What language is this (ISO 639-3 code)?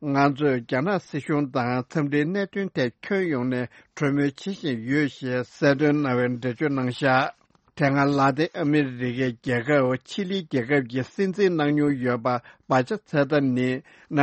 bod